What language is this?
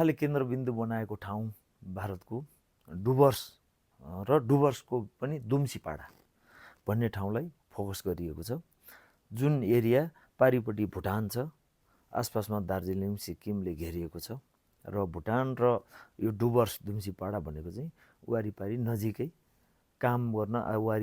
Nepali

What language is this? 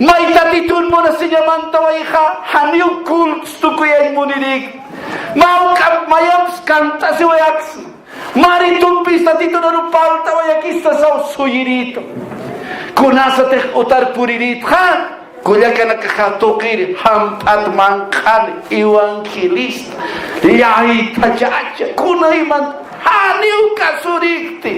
Aymara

